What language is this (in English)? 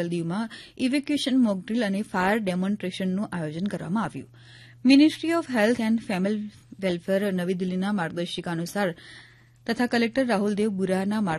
Gujarati